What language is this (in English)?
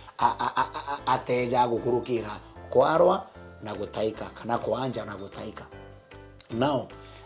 Meru